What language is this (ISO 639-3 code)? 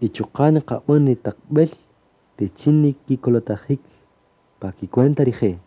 cak